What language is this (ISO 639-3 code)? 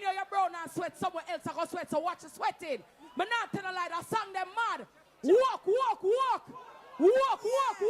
jam